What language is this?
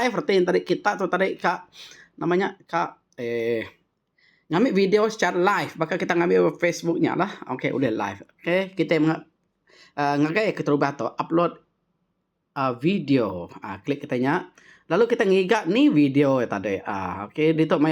Iban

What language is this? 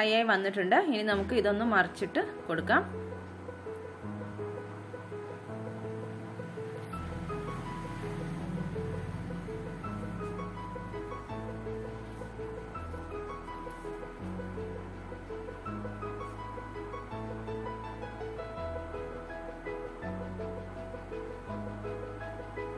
Malayalam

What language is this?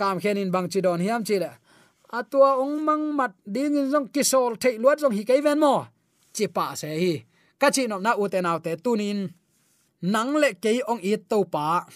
Tedim Chin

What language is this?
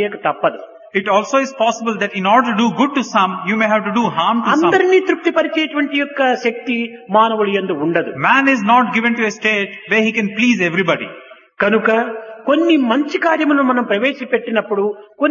Telugu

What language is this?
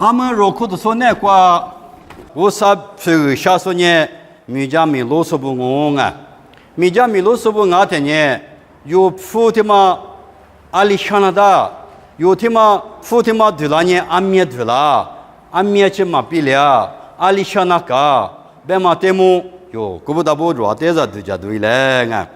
Lisu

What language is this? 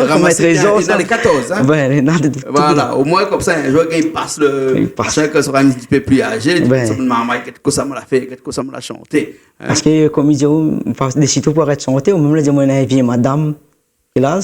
Réunion Creole French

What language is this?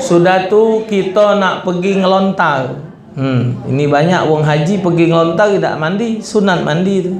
Musi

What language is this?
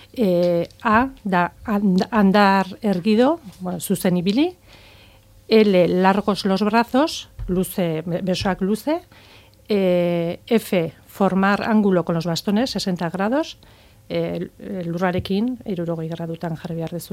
Basque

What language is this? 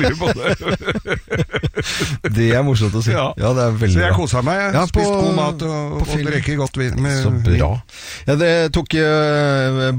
Norwegian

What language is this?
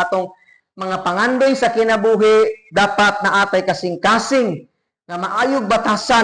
Cebuano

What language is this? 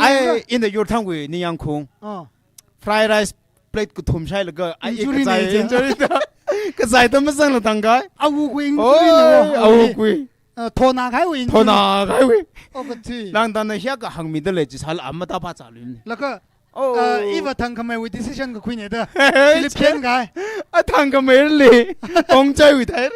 Tangkhul Naga (India)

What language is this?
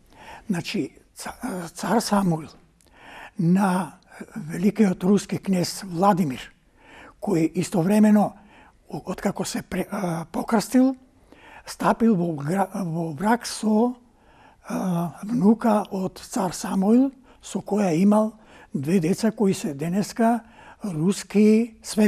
Macedonian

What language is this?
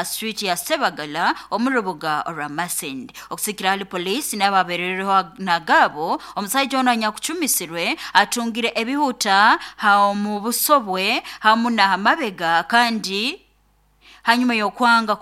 Nyoro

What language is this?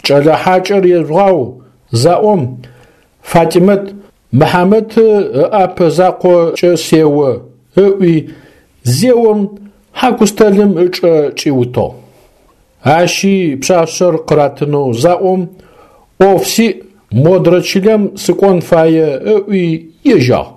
Adyghe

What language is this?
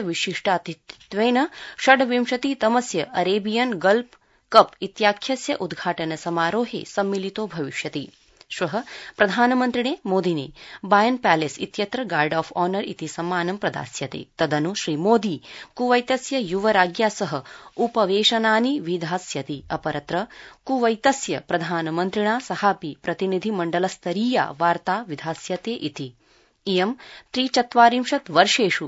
Sanskrit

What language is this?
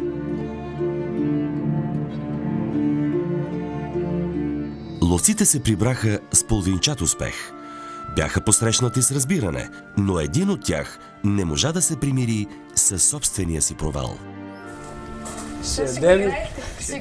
Bulgarian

